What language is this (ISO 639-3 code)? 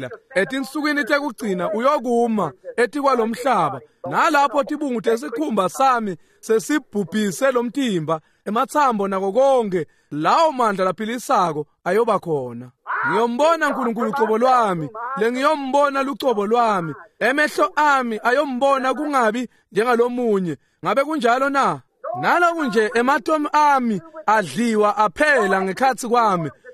ssw